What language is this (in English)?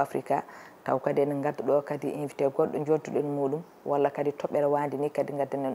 Fula